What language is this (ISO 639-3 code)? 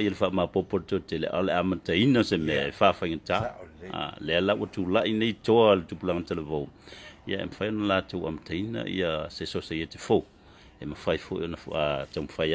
smo